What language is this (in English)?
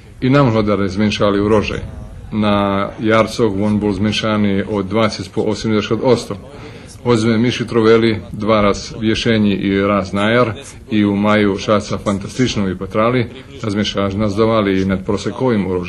Rusyn